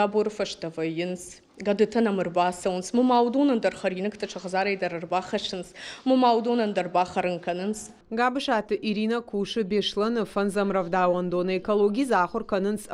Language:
Ossetic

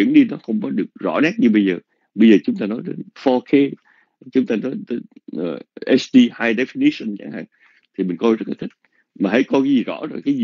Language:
Vietnamese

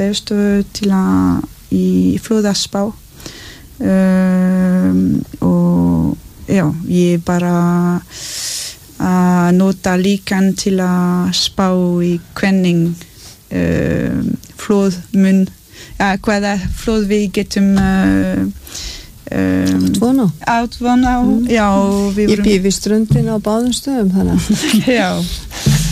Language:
Icelandic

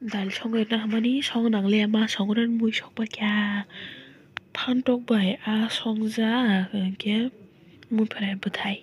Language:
Kok Borok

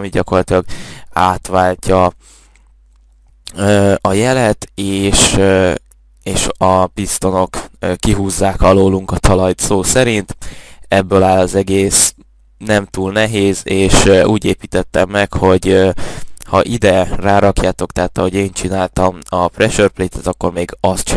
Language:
Hungarian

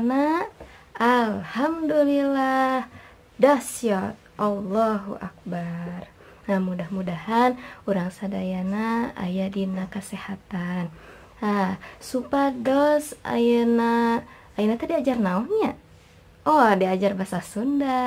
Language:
Sundanese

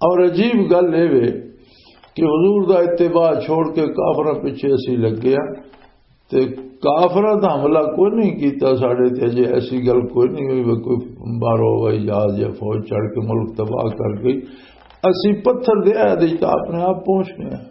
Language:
Western Panjabi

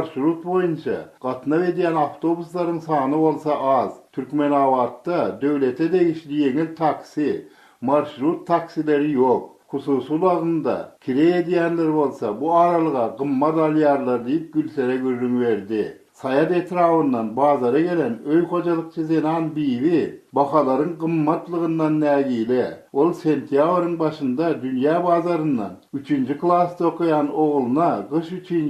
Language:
Turkmen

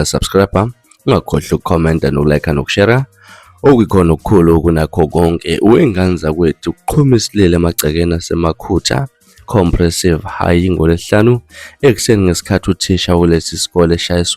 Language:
Zulu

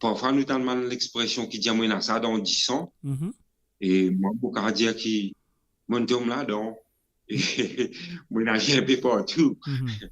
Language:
Morisyen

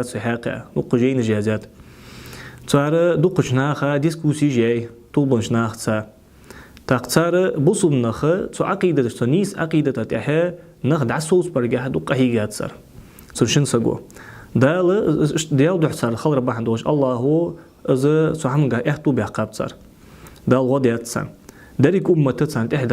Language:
Ingush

